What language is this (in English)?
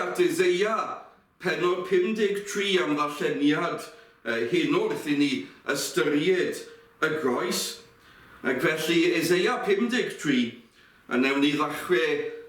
Welsh